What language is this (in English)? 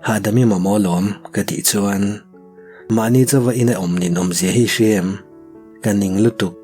Mizo